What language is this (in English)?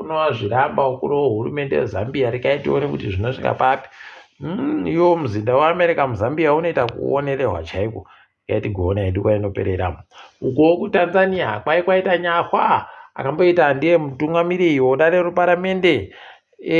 Ndau